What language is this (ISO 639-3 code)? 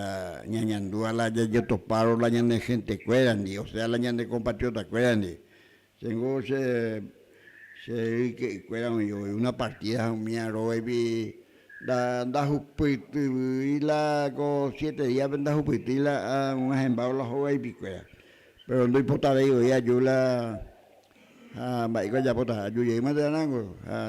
grn